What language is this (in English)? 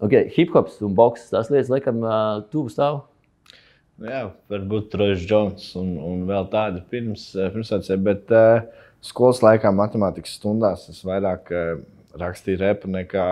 Latvian